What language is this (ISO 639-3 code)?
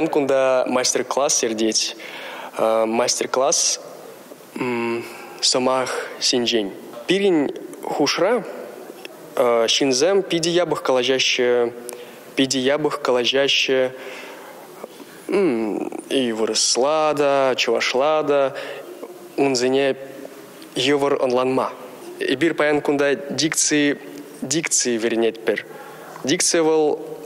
chv